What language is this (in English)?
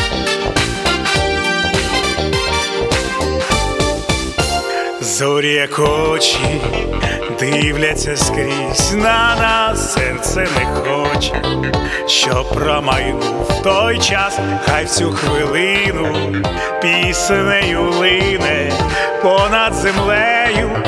Ukrainian